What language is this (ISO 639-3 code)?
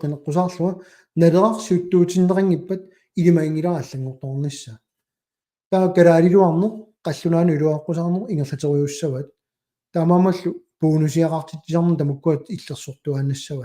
kal